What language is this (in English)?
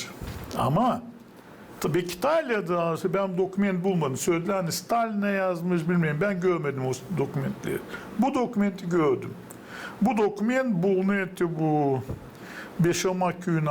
Gagauz